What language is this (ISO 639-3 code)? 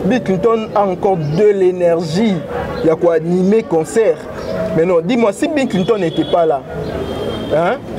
fra